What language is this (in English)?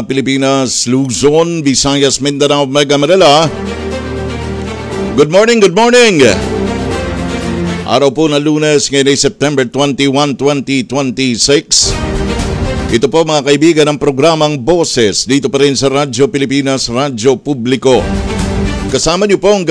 Filipino